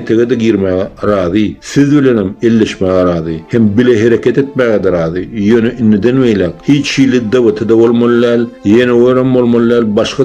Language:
Turkmen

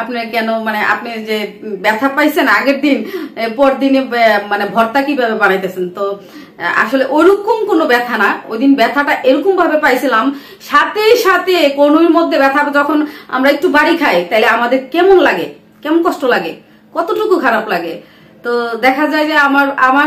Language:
Bangla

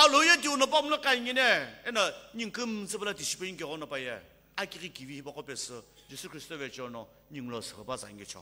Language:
Sumi Naga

